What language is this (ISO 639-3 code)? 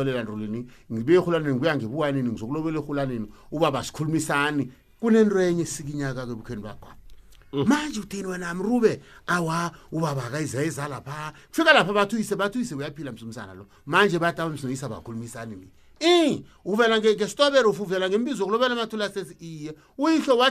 nbl